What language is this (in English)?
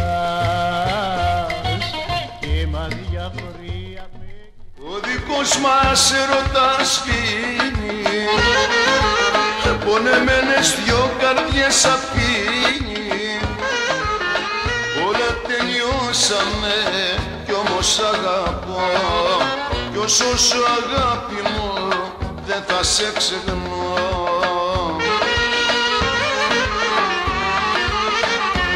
Greek